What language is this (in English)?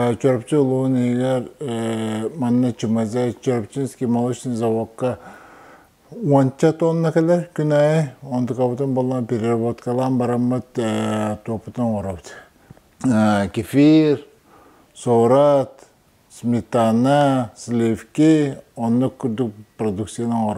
Yakut